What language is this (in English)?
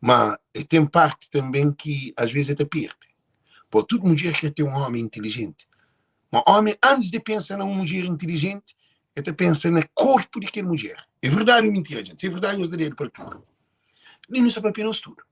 Kabuverdianu